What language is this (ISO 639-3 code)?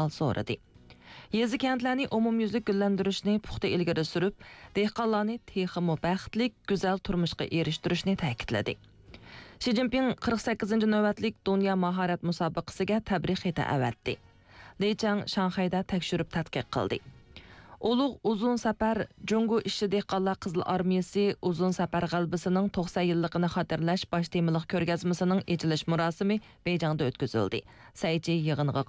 uig